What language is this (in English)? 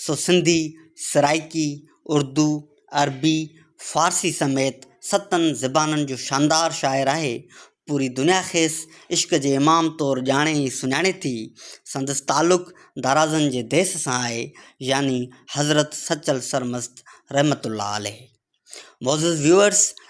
Sindhi